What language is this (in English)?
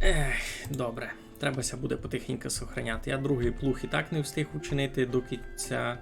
Rusyn